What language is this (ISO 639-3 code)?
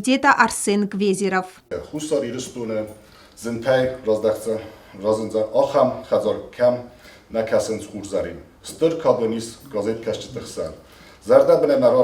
oss